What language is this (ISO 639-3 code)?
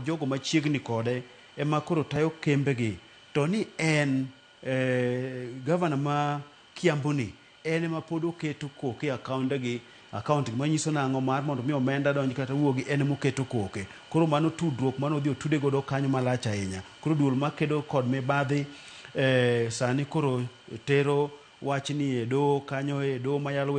luo